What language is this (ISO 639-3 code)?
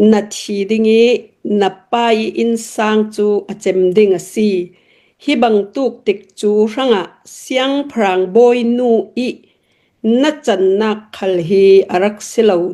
cnh